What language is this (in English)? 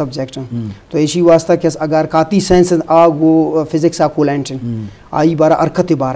Eastern Balochi